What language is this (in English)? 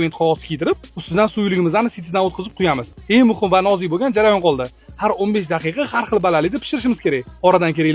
Uzbek